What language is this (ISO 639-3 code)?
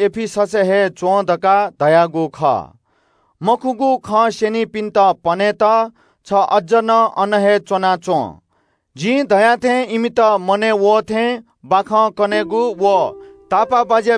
new